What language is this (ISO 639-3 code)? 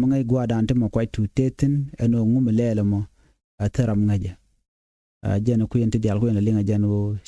nus